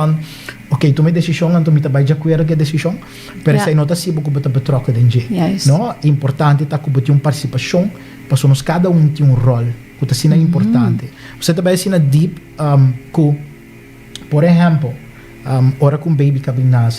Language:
Papiamento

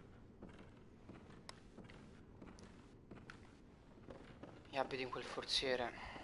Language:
Italian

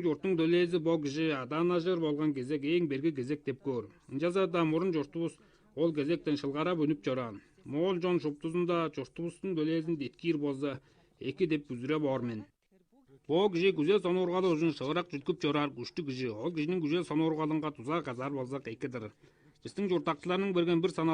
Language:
Tuvinian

